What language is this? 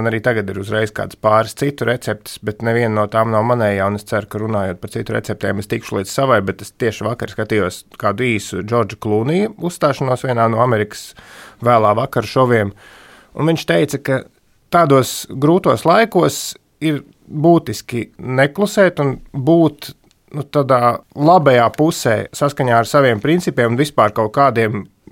Latvian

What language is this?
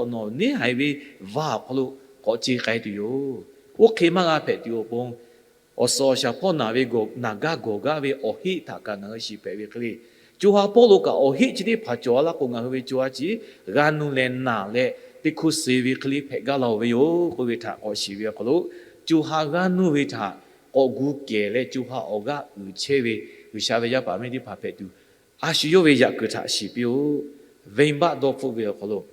Lahu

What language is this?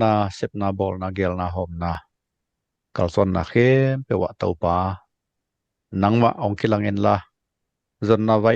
Tedim Chin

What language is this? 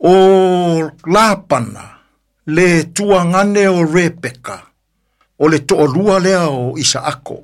Samoan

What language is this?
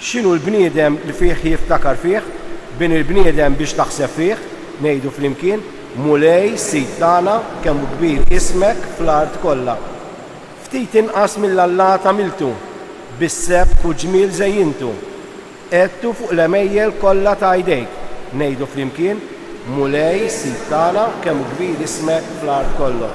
Maltese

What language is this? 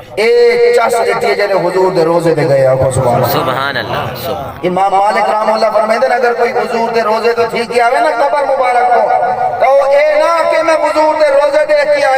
Saraiki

